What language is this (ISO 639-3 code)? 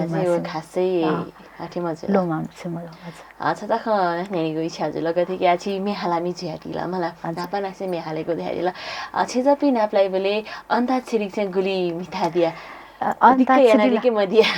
new